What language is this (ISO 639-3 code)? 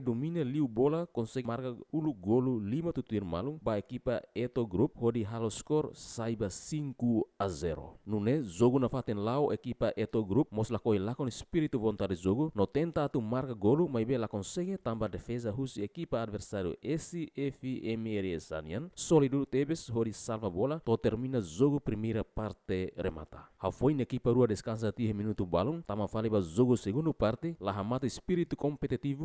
tet